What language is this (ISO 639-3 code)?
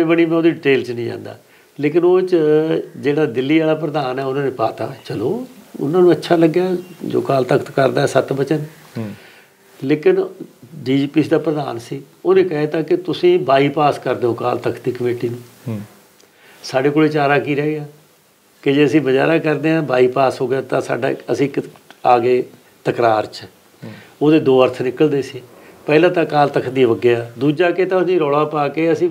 pan